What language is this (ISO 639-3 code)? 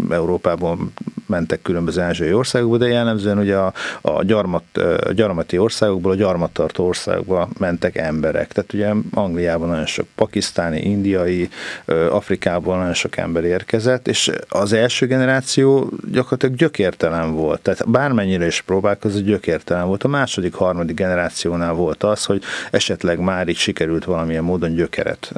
hun